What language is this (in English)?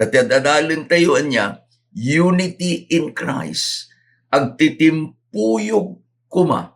Iloko